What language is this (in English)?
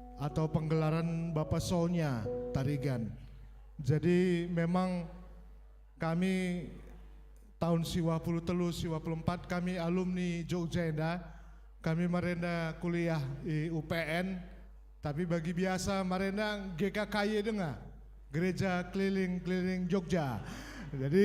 Batak Karo